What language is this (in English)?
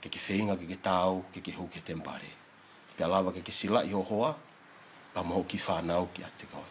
Tongan